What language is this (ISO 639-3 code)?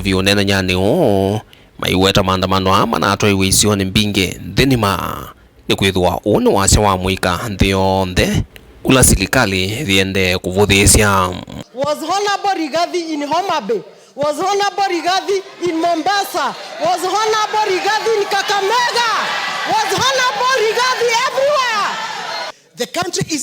kam